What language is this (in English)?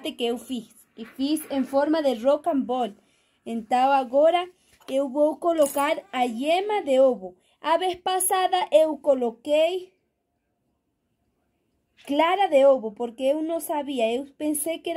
Portuguese